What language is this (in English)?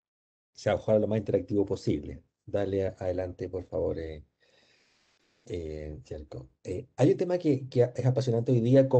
Spanish